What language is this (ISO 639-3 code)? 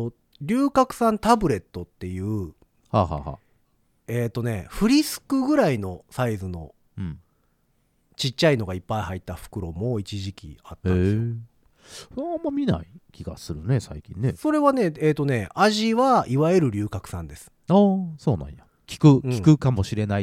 jpn